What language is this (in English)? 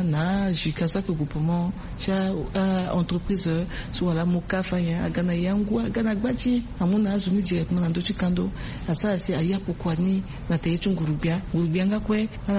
Sango